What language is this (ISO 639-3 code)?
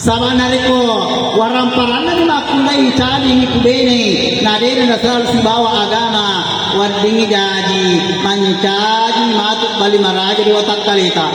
bug